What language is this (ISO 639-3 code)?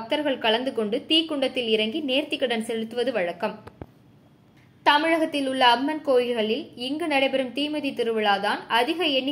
tam